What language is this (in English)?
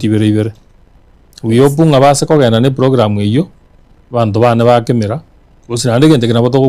Gusii